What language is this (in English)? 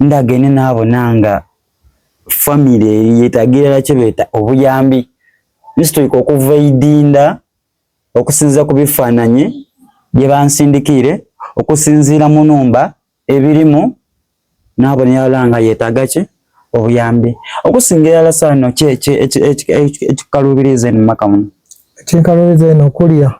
Soga